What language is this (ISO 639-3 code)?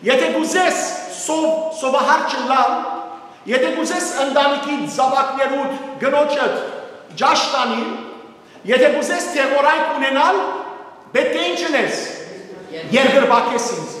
hyw